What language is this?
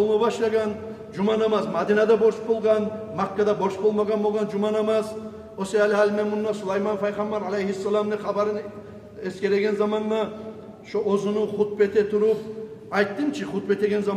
Kumyk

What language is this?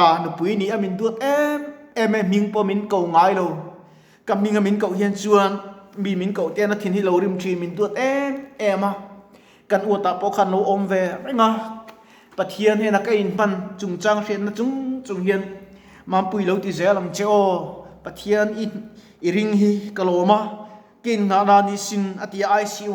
Mizo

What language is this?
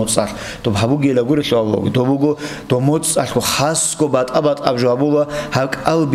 Avaric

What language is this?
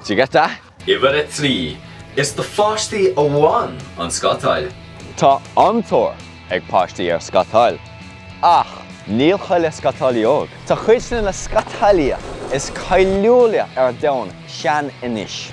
Irish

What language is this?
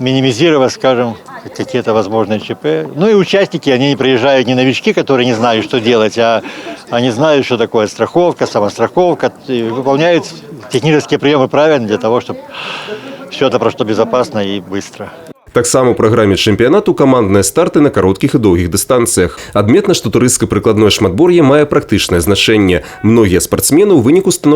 Belarusian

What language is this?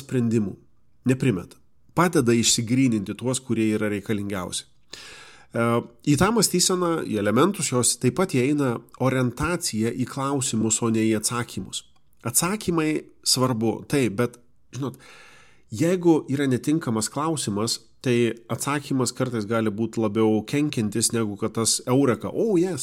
Lithuanian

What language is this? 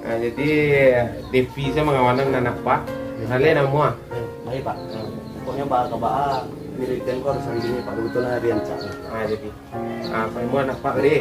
Minangkabau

